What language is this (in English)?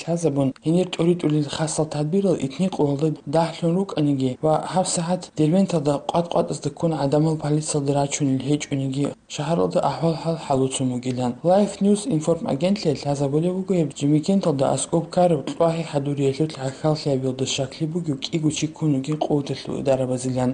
Avaric